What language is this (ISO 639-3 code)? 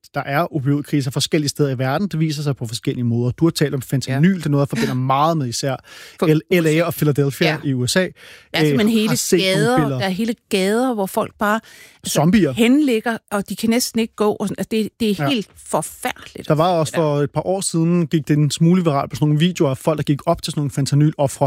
dan